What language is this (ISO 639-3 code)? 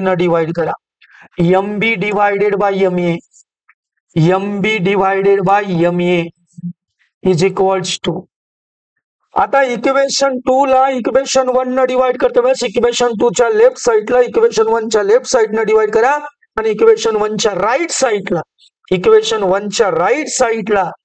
mar